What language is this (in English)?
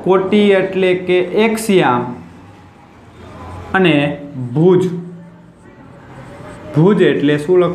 Gujarati